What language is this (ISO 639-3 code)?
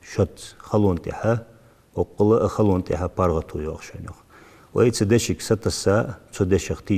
inh